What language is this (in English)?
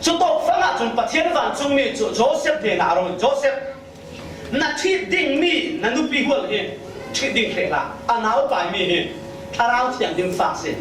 Falam Chin